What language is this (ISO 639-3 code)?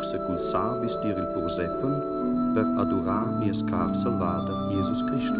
roh